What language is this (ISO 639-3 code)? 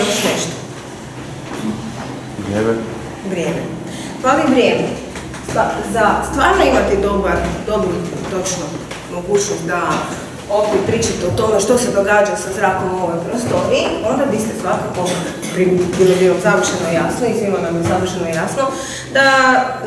hrv